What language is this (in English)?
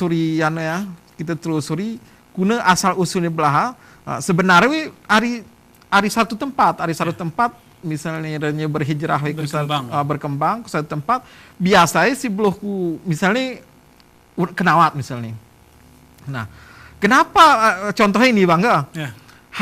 Gayo